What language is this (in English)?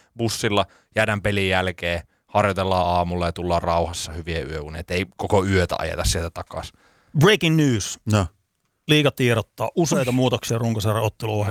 Finnish